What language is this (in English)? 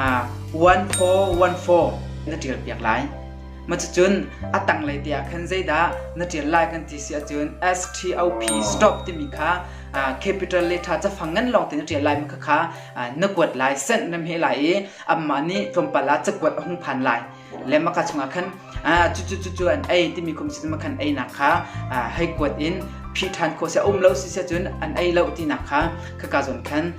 Hakha Chin